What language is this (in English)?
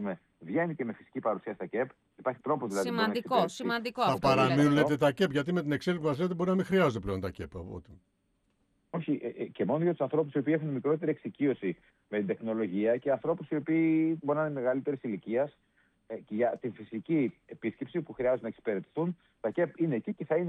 Greek